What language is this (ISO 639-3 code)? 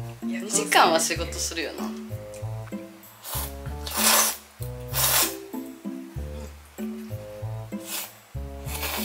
jpn